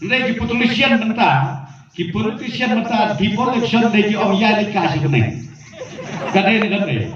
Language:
Khasi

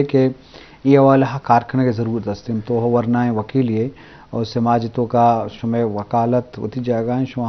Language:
Eastern Balochi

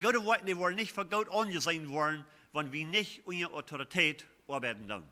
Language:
Plautdietsch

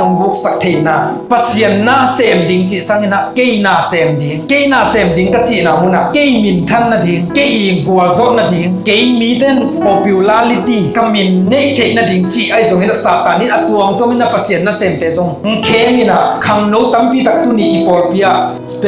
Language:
Tedim Chin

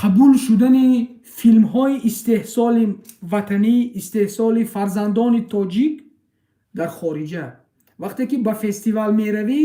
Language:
Tajik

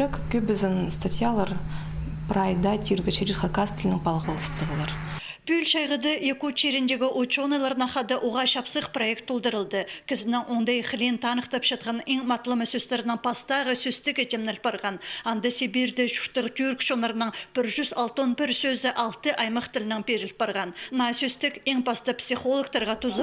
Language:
Khakas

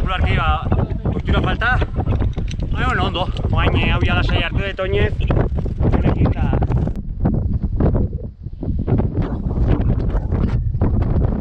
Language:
Basque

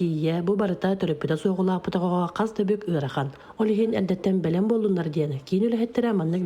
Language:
Yakut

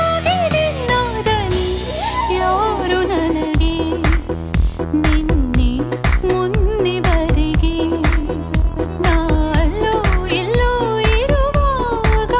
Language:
Kannada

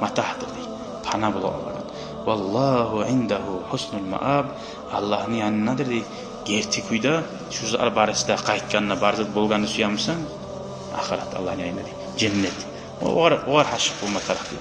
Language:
Kumyk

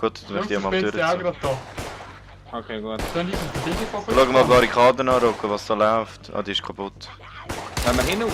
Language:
Swiss German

